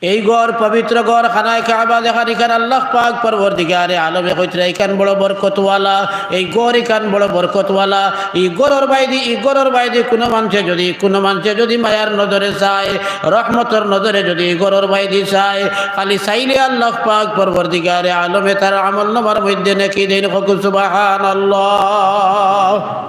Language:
Sylheti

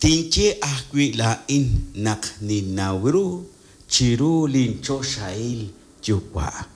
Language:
Kekchí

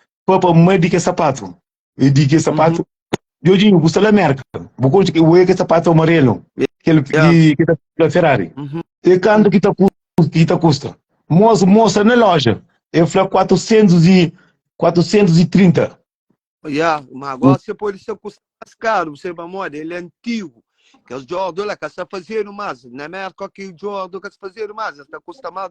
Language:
Kabuverdianu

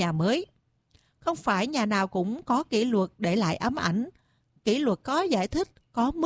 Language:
Vietnamese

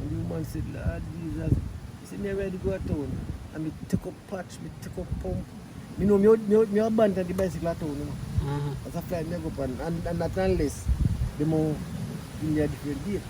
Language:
Jamaican Creole English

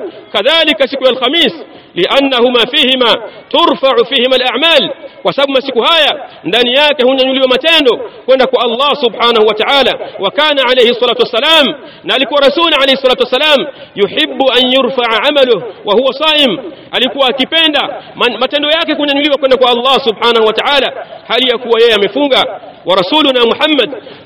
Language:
Swahili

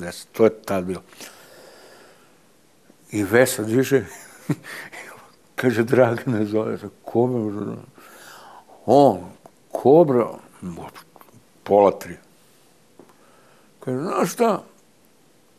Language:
Serbian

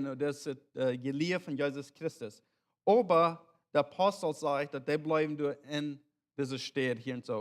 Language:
Plautdietsch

